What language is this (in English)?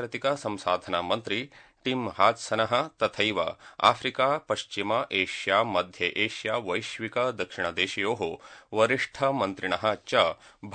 Sanskrit